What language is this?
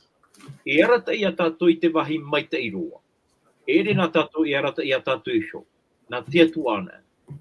Tahitian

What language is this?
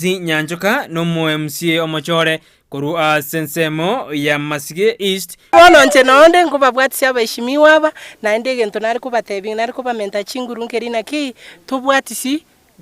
Gusii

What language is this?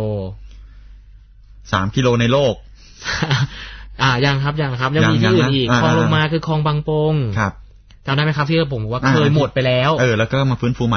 Thai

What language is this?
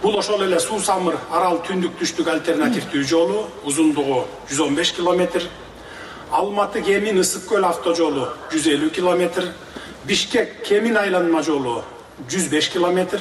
Kyrgyz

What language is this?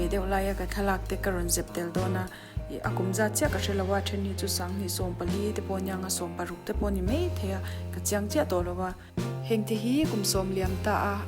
Mizo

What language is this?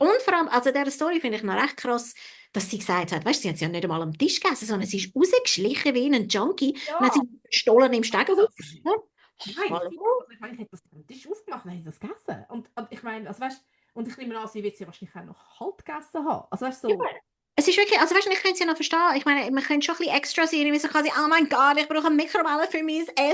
Swiss German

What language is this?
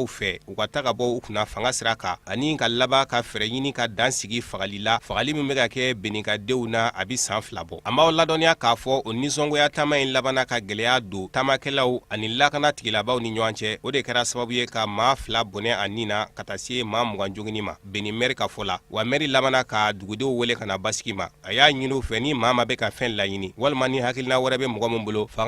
Bambara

